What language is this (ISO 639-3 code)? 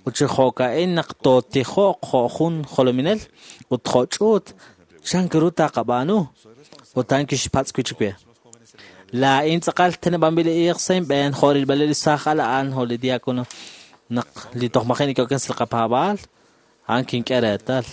kek